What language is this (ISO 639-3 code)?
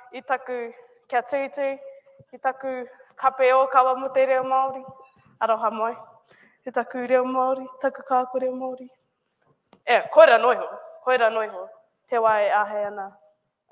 mri